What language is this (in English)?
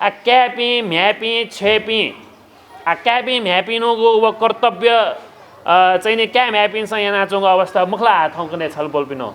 Newari